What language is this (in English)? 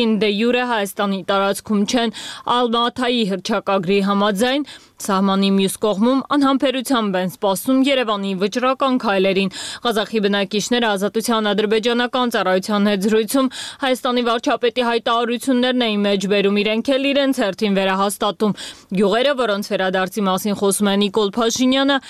Armenian